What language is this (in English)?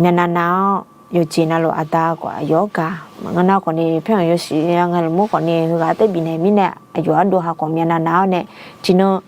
Akha